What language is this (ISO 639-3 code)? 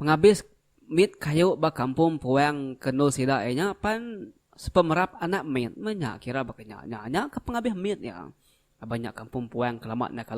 iba